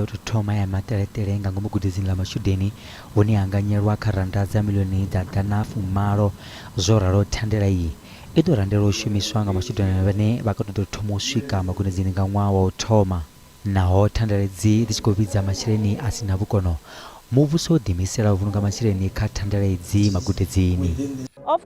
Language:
Venda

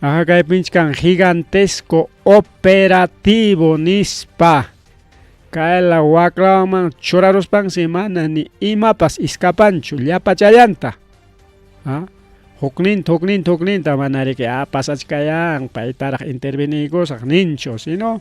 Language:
Ayacucho Quechua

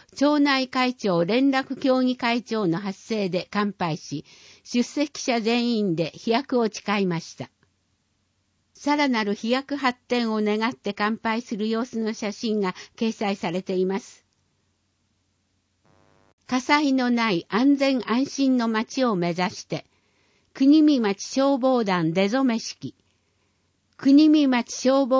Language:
Japanese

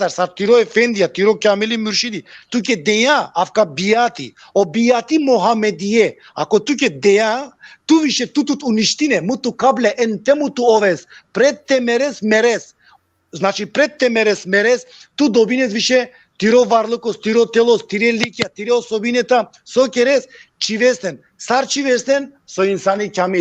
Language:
Balkan Romani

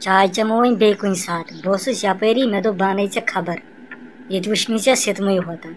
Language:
Kashmiri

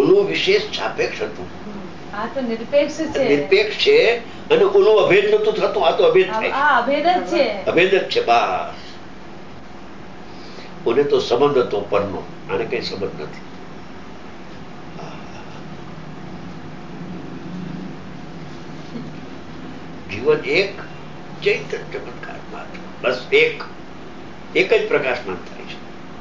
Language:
Gujarati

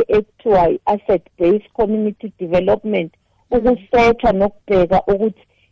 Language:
South Ndebele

